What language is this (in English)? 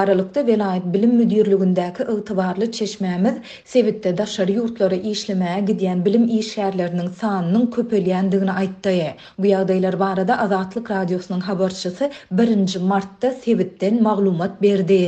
Turkmen